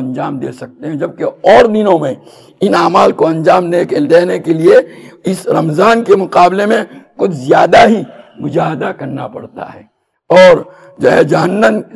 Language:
Urdu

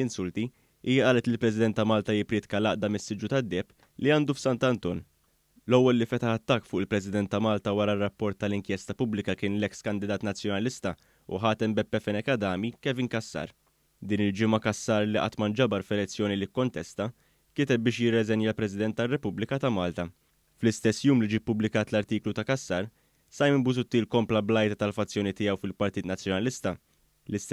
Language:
Maltese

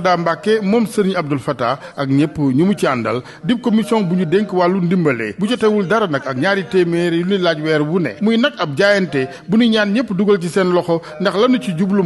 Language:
Wolof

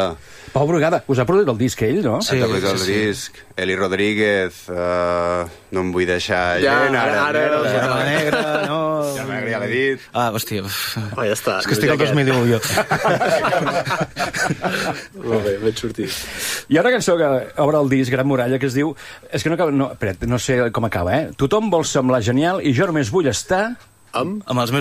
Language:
Catalan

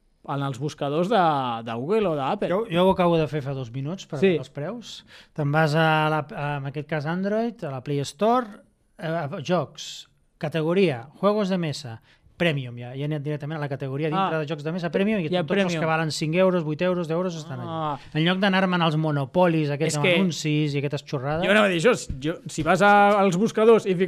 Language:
Catalan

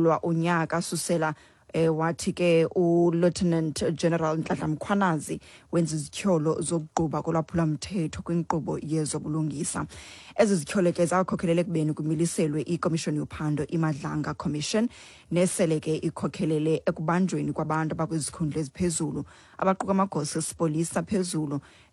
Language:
Xhosa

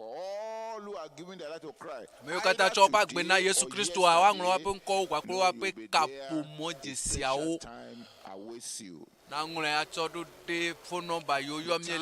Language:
Ewe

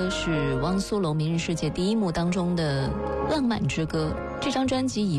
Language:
Chinese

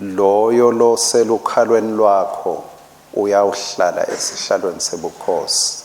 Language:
Swati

